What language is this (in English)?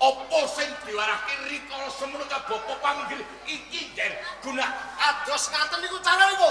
Javanese